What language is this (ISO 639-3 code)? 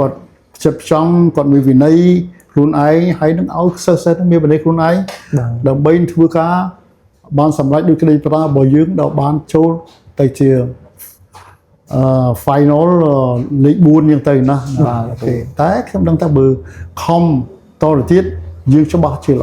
khm